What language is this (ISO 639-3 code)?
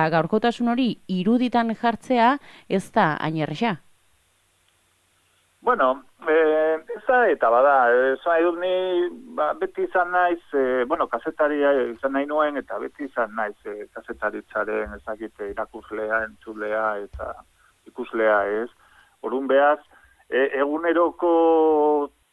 eus